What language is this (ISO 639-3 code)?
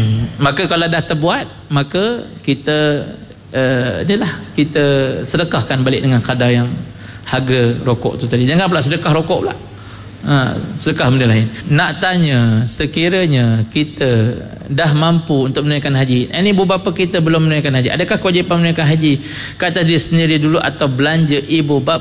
msa